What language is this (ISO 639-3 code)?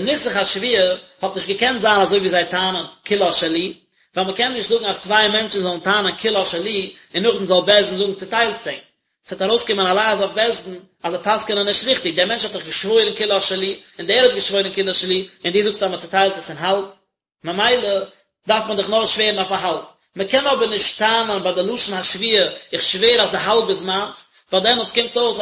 yid